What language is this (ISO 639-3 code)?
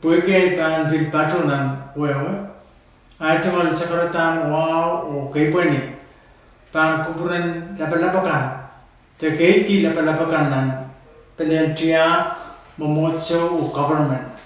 pon